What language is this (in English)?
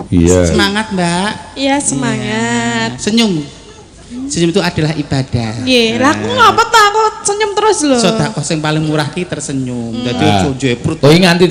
Javanese